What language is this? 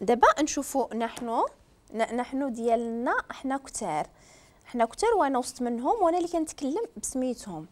Moroccan Arabic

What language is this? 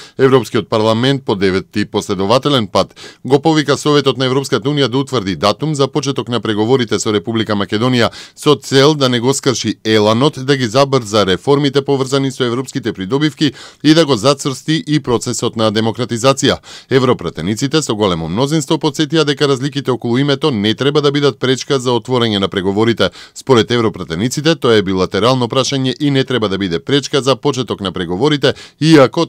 Macedonian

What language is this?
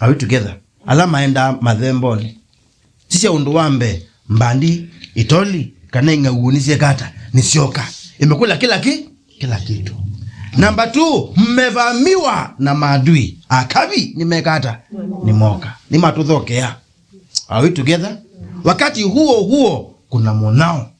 Kamba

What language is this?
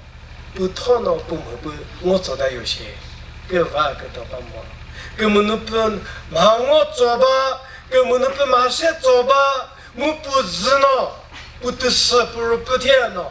Chokri Naga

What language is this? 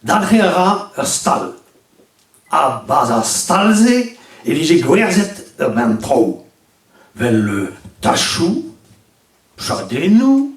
Breton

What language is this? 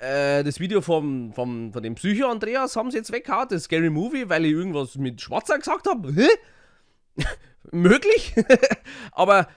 Bavarian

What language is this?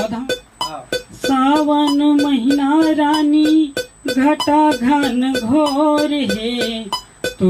Chhattisgarhi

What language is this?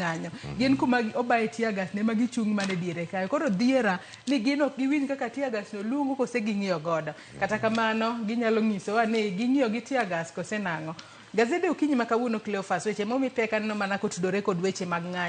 Luo (Kenya and Tanzania)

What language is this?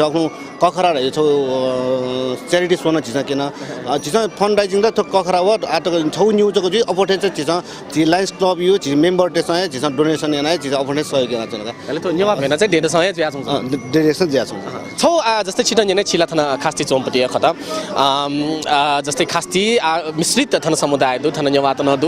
Newari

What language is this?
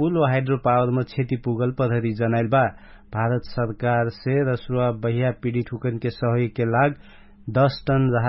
Dangaura Tharu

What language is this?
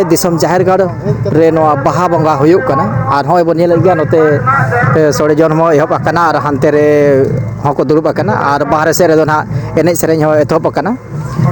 Santali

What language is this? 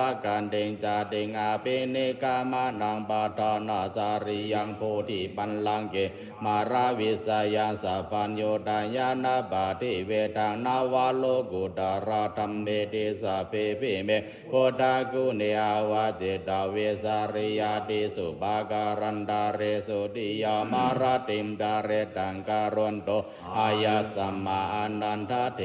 Pali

